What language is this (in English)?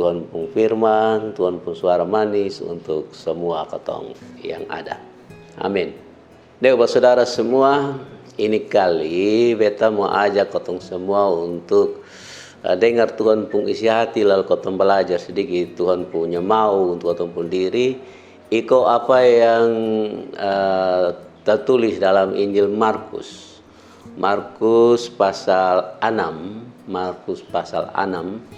Kupang Malay